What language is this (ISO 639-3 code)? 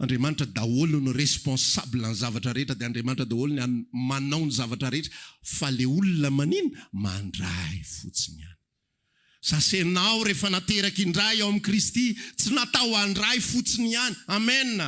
mlg